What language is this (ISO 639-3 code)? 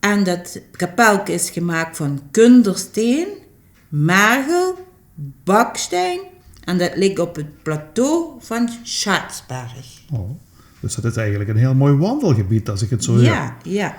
lim